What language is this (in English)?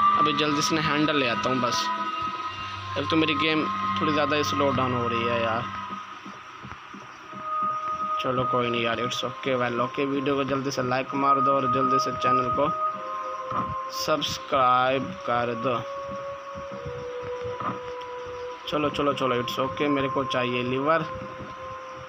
Hindi